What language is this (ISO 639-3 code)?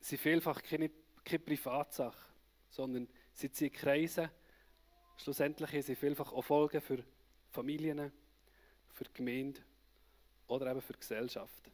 gsw